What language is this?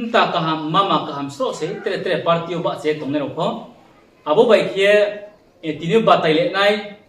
Riang (India)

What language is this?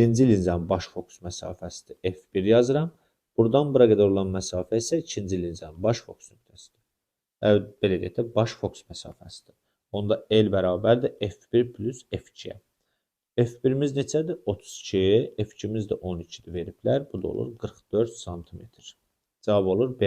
Azerbaijani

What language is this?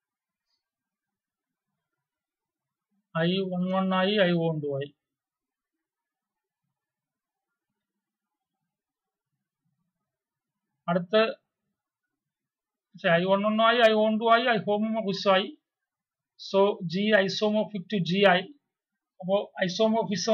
Malayalam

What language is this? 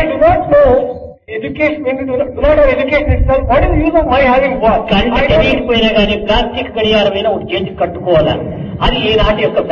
Telugu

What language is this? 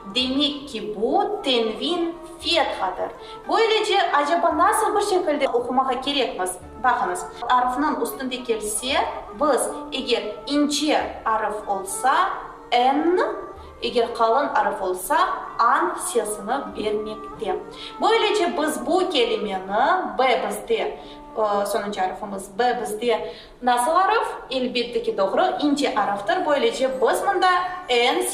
Crimean Tatar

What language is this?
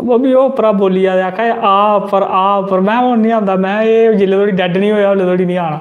Dogri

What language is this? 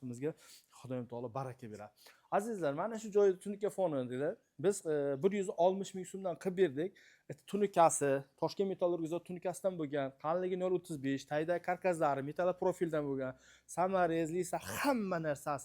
Uzbek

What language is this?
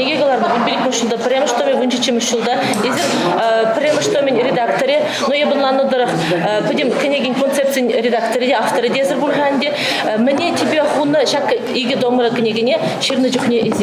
Chuvash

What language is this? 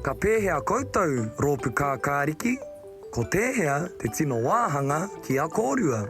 Māori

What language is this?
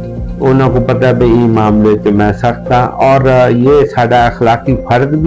Saraiki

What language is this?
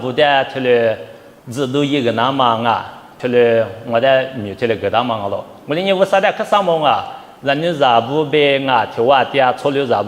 Lisu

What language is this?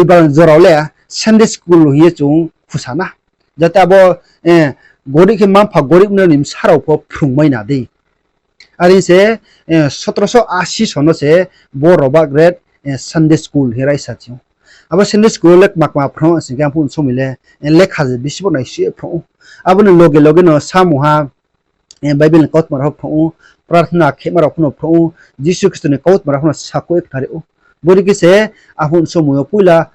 Riang (India)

